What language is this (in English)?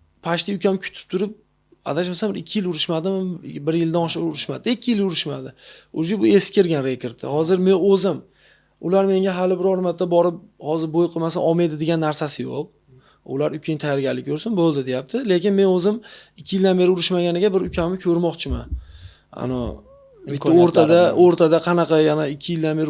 Uzbek